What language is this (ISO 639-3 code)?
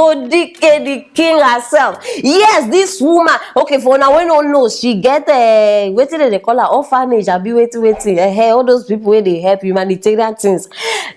pcm